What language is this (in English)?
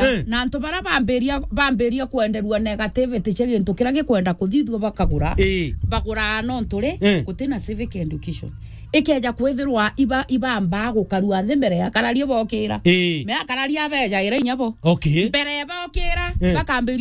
Meru